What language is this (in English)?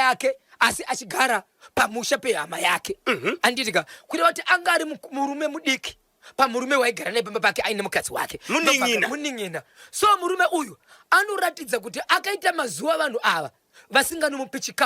Shona